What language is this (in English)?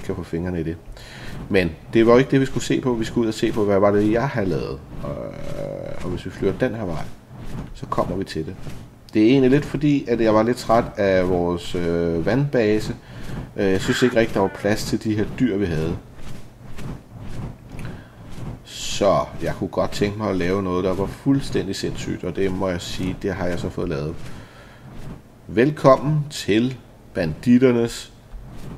Danish